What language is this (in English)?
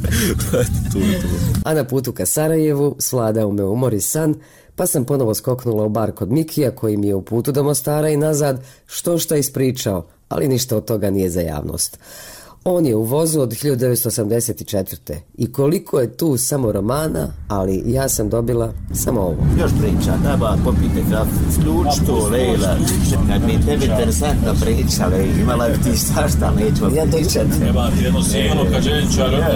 Bosnian